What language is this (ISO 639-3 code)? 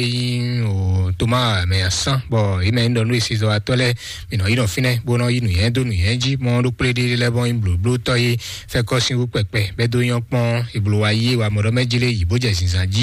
fon